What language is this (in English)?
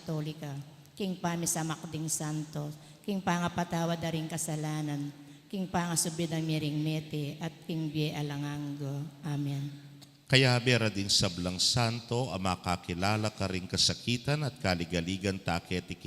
Pampanga